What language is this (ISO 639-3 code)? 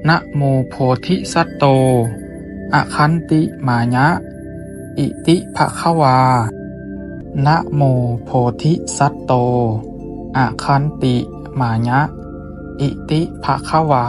pli